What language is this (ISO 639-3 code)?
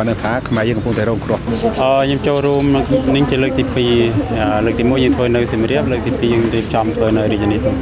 khm